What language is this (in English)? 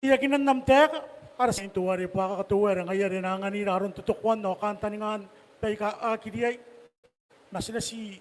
Gilbertese